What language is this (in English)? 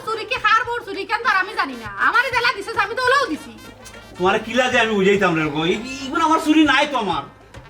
Sylheti